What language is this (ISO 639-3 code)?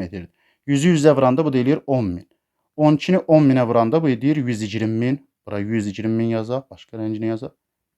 aze